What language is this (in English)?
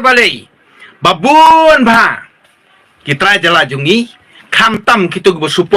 Khasi